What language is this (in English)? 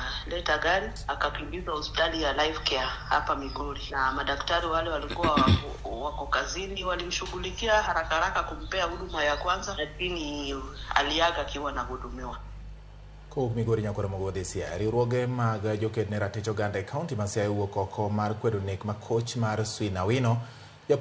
Luo (Kenya and Tanzania)